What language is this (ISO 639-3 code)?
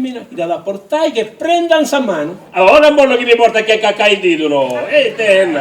srd